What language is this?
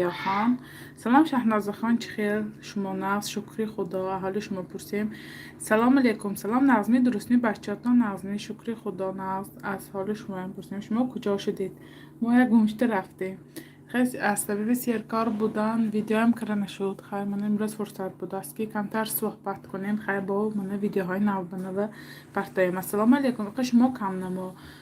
Tajik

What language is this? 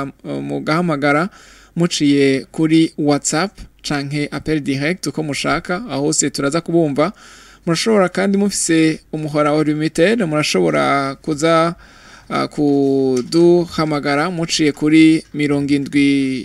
Rundi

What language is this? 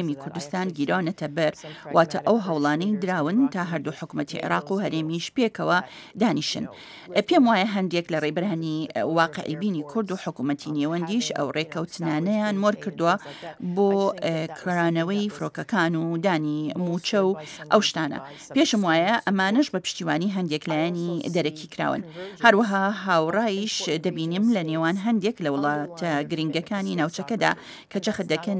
Central Kurdish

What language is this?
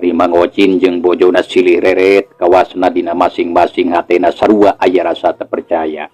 Sundanese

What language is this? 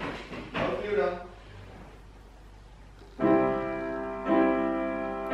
Dutch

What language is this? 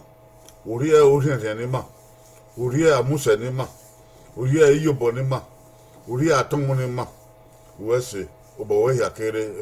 Bini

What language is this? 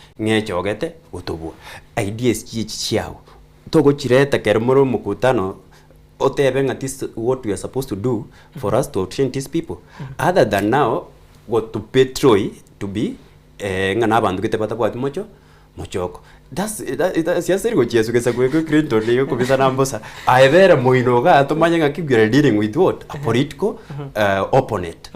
Gusii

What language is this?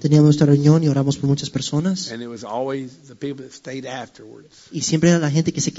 Spanish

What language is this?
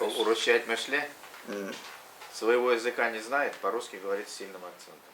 Tatar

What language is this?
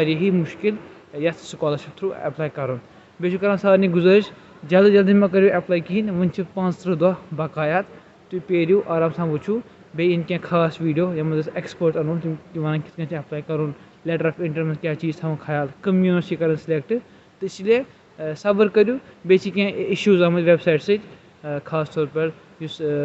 Kashmiri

